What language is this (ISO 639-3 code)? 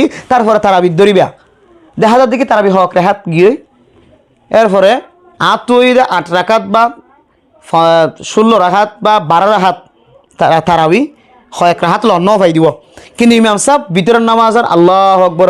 rhg